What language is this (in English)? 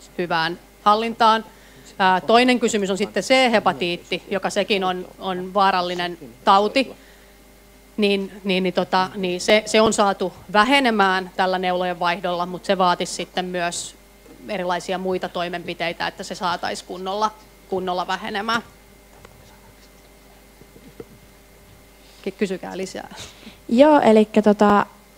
Finnish